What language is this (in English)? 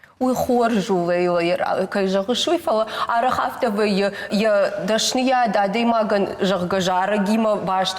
Ossetic